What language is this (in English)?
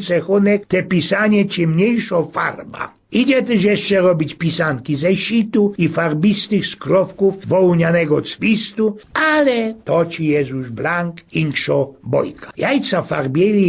Silesian